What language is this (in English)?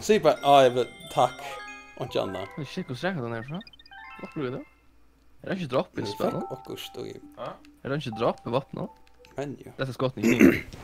Faroese